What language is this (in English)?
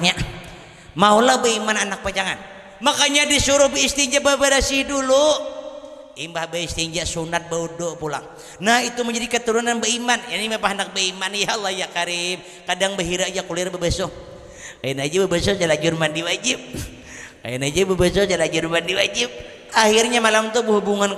Banjar